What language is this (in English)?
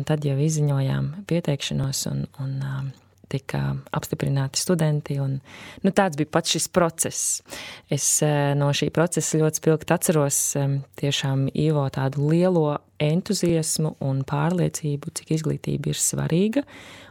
Latvian